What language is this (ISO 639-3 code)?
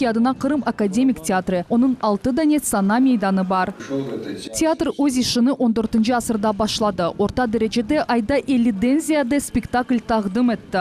crh